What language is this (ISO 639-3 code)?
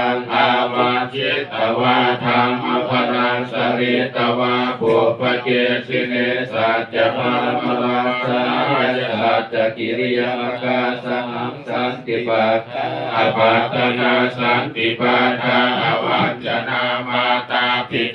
pli